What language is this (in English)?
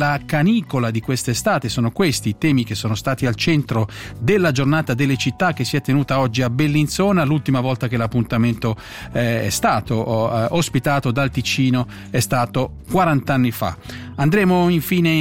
Italian